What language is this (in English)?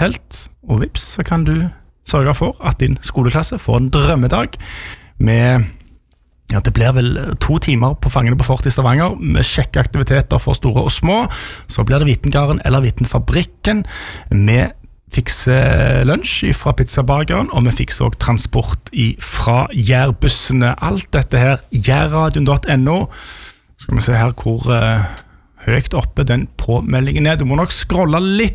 Norwegian